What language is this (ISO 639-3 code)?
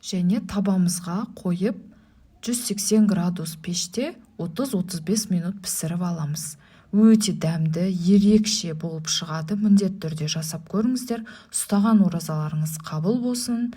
kaz